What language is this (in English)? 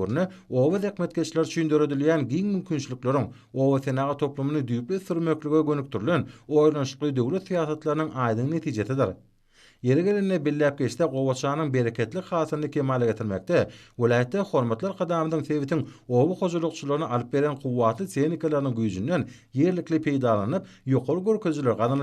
Turkmen